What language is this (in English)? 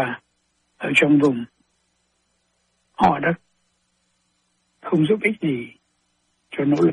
Vietnamese